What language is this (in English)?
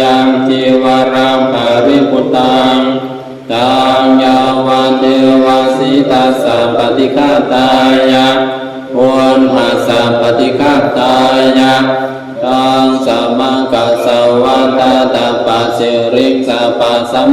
Pali